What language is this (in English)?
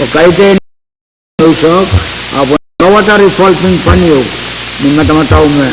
Pohnpeian